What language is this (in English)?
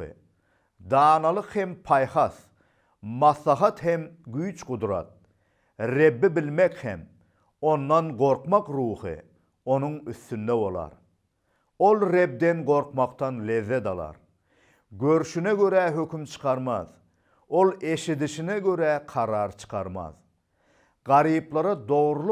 Turkmen